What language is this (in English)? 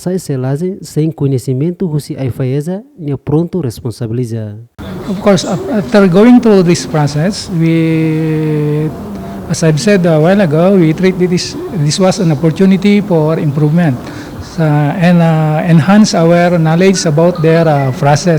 Tetum